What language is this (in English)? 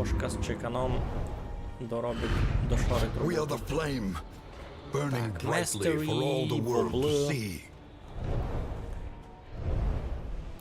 Rusyn